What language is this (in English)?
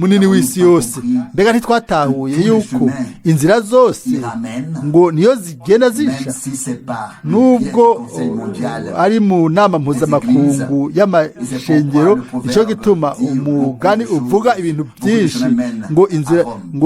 Rundi